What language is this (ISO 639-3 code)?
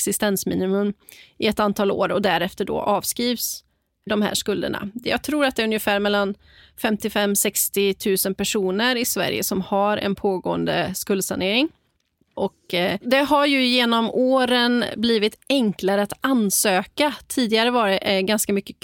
swe